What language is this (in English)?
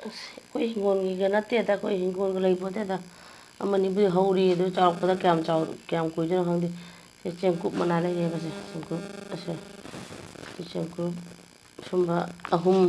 Manipuri